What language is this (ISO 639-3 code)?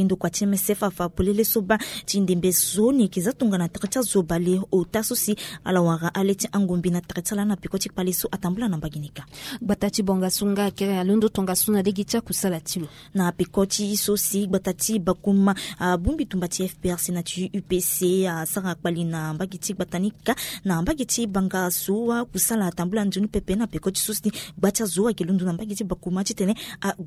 sag